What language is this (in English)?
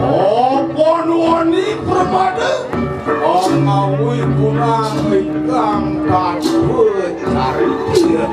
Balinese